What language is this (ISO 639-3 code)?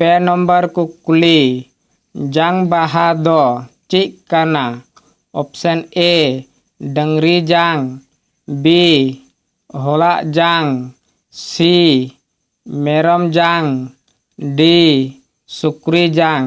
sat